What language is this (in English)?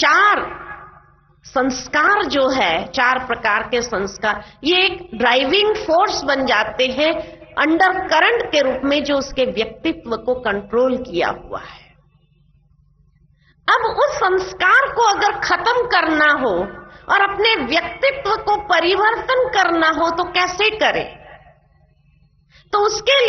Hindi